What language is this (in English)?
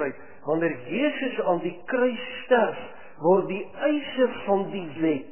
Afrikaans